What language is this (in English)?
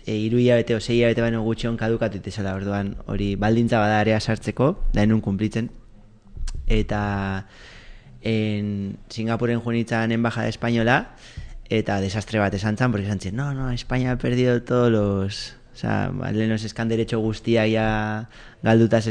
Basque